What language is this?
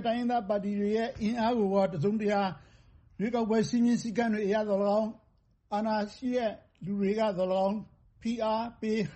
Burmese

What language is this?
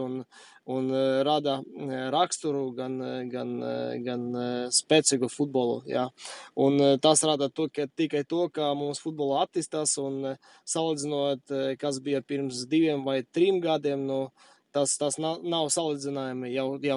Latvian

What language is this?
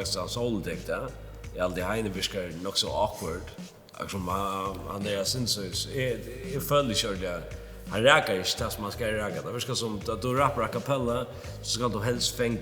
Faroese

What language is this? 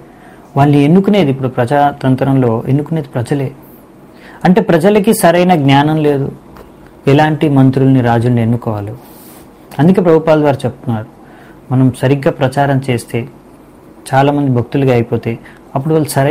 Telugu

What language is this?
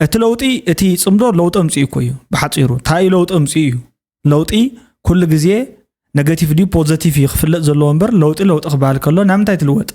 Tigrinya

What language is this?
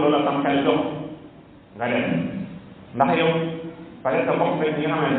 Wolof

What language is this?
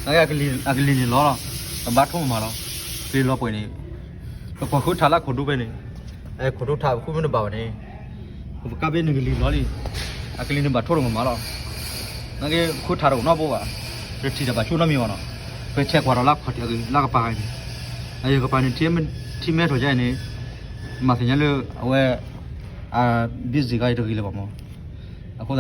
S'gaw Karen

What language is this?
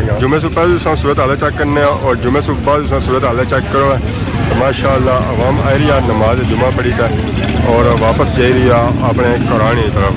Pahari-Potwari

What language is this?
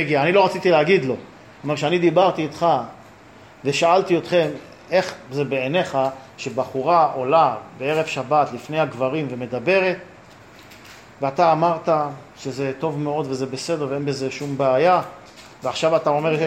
Hebrew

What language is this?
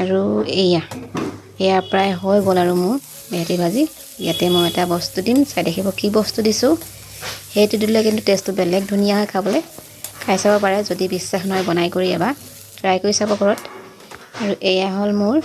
Assamese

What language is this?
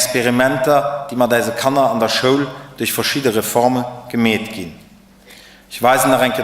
Luxembourgish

